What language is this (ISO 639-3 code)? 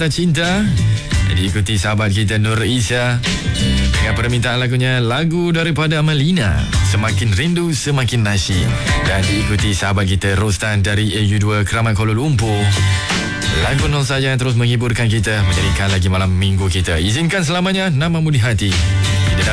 msa